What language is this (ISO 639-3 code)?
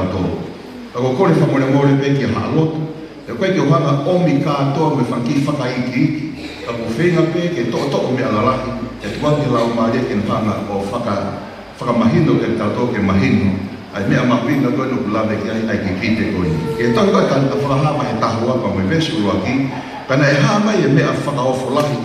ton